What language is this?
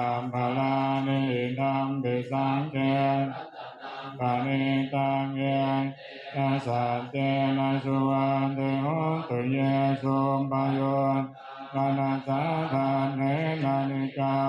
Pali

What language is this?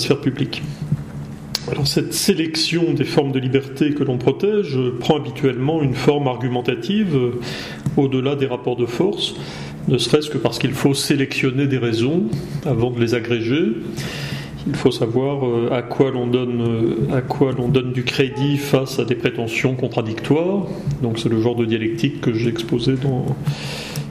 French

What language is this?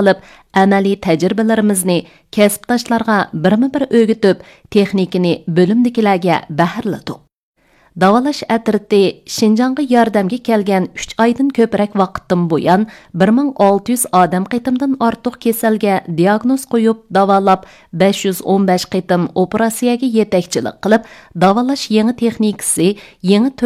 Uyghur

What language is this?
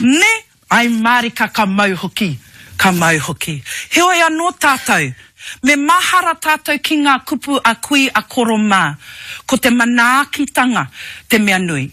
Māori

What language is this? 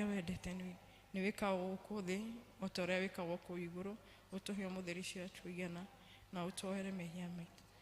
Kikuyu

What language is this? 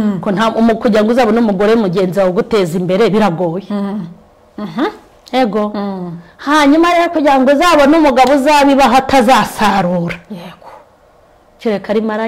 Kinyarwanda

